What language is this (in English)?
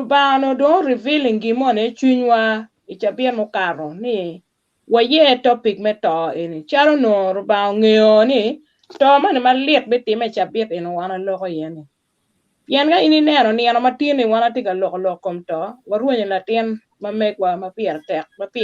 Acoli